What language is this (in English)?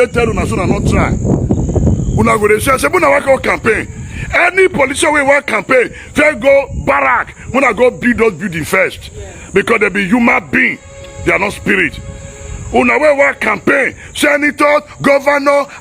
Nigerian Pidgin